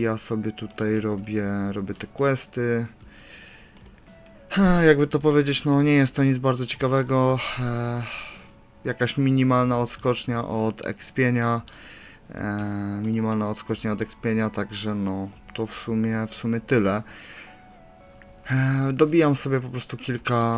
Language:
Polish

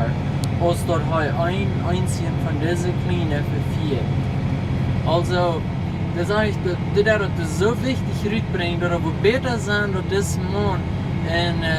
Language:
Plautdietsch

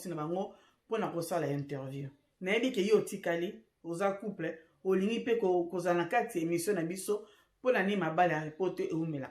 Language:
Lingala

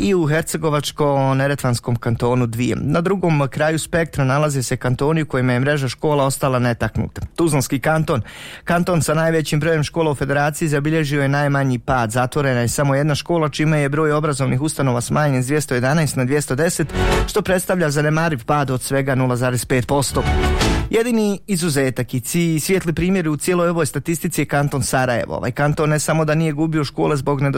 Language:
Bosnian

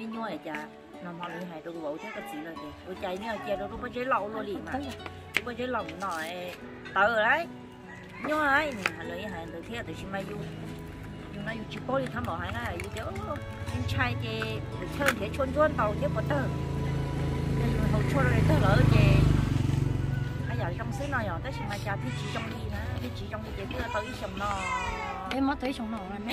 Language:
Vietnamese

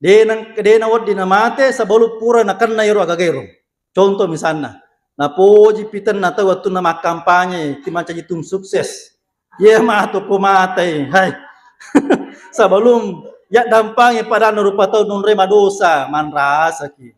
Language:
Buginese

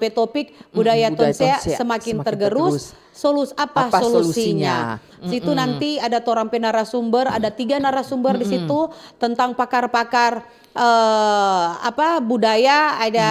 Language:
Manado Malay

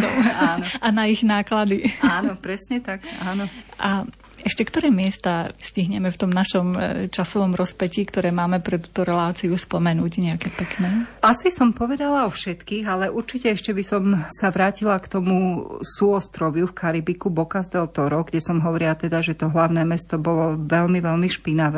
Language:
Slovak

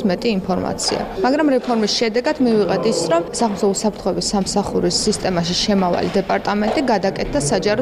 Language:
Georgian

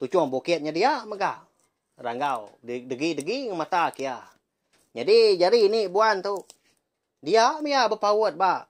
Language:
Iban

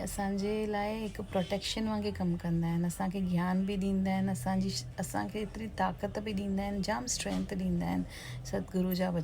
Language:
Sindhi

